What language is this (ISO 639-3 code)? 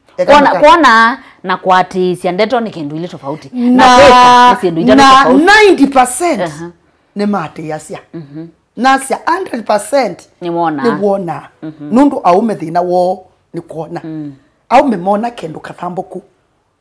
kam